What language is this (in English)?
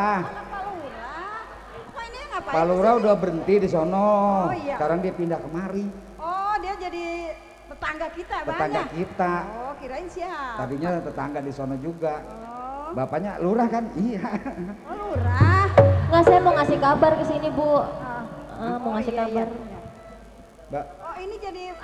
Betawi